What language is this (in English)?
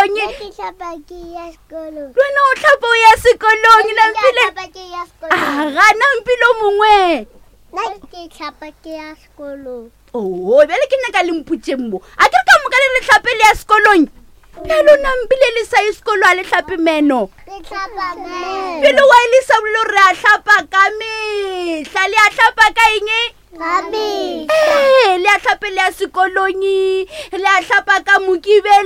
Northern Sotho